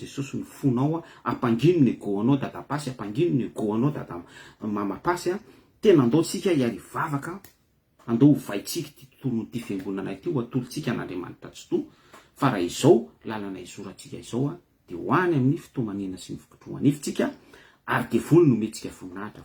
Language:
Malagasy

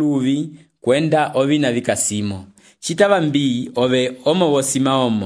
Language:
Umbundu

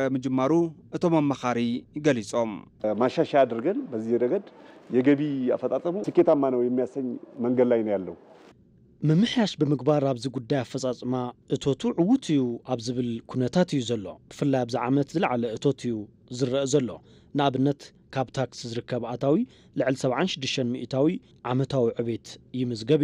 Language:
Tigrinya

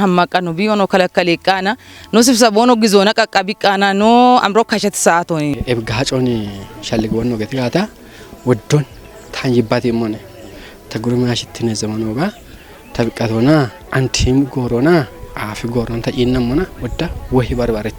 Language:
Kafa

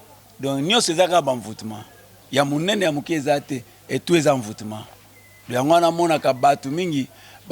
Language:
Lingala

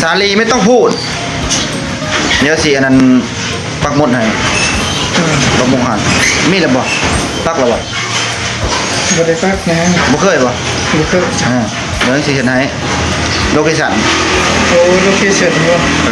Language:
Lao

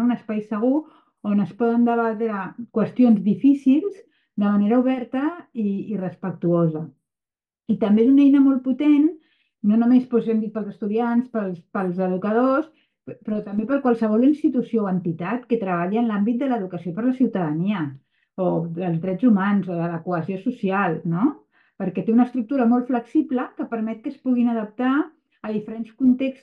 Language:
Catalan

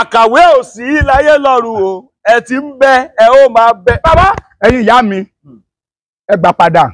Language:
Yoruba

